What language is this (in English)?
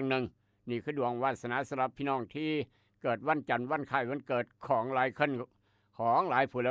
Northeastern Thai